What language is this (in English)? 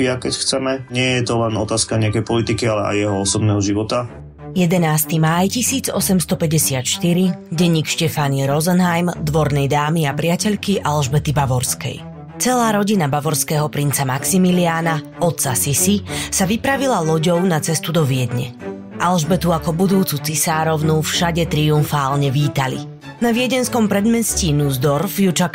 Slovak